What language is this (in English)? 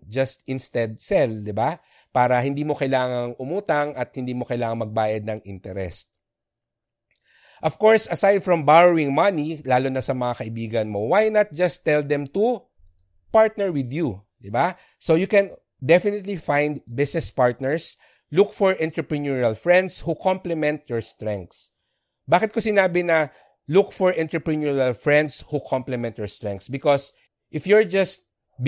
Filipino